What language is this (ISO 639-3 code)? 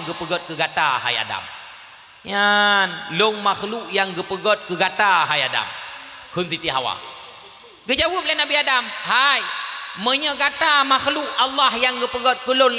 ace